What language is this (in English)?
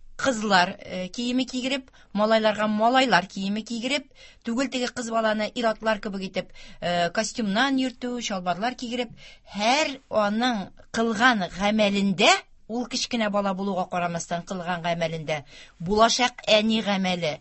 Tatar